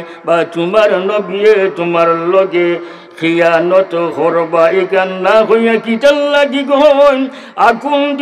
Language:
Sylheti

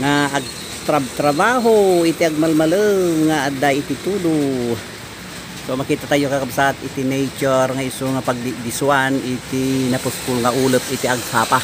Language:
Iloko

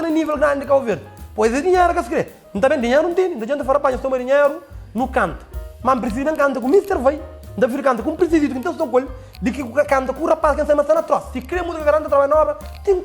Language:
Kabuverdianu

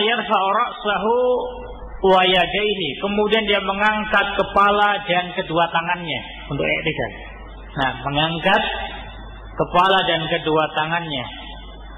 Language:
Indonesian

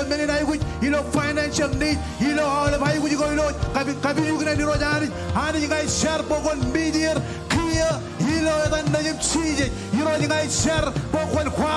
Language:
Marshallese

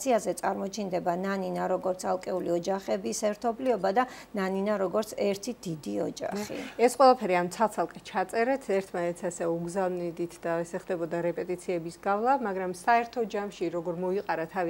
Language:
Georgian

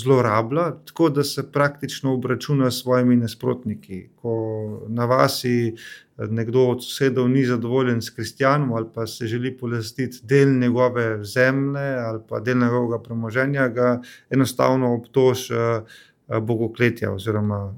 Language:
Slovenian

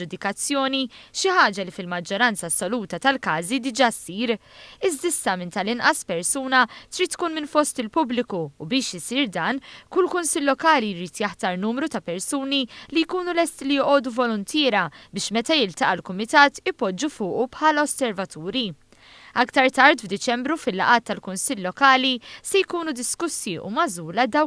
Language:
Maltese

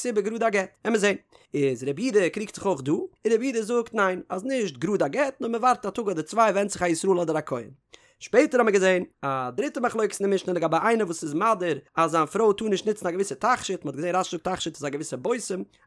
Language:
Yiddish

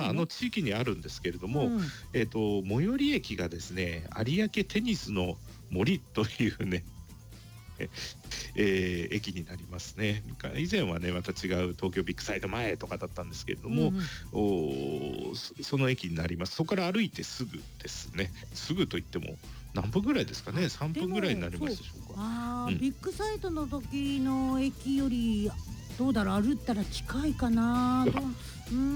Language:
Japanese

